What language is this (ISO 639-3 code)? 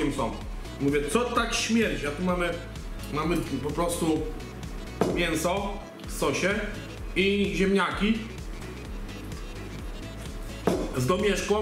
pol